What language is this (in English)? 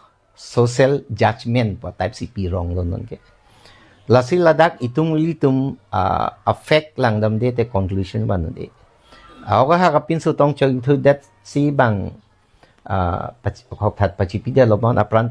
Karbi